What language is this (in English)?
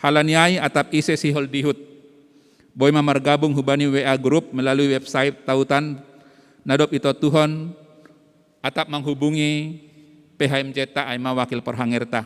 Batak Simalungun